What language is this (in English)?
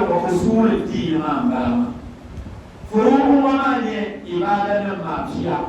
Dagbani